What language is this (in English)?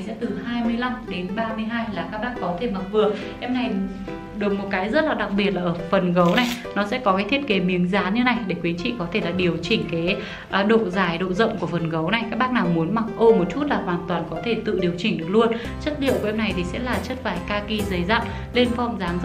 Vietnamese